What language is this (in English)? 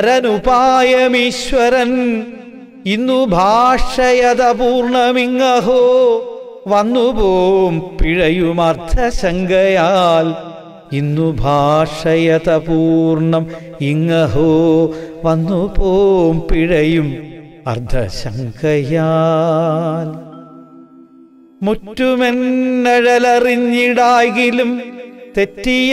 Malayalam